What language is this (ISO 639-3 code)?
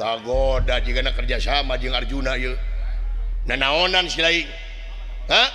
sun